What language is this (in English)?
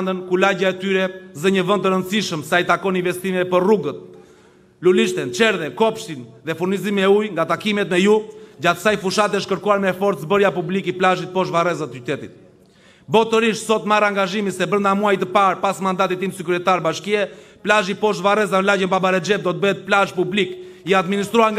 Albanian